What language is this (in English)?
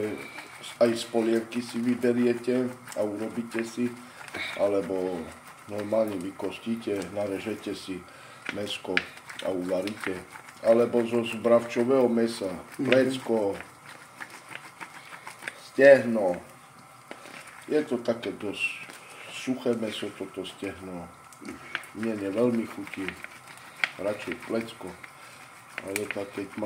Slovak